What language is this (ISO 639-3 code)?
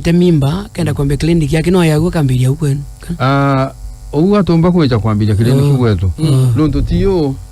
mer